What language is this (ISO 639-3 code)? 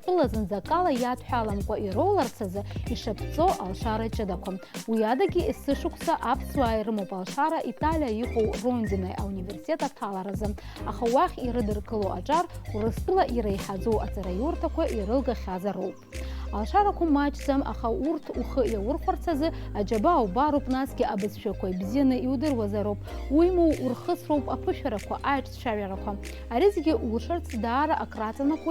abk